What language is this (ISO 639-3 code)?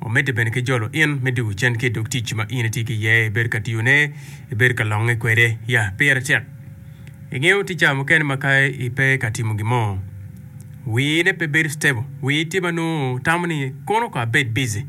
ach